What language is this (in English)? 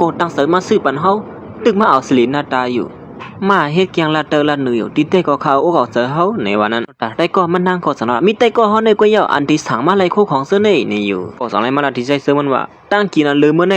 Shan